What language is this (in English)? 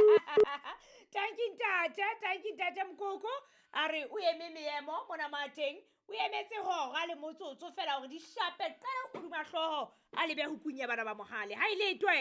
Southern Sotho